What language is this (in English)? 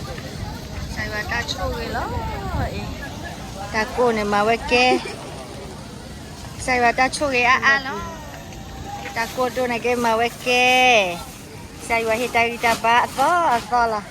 S'gaw Karen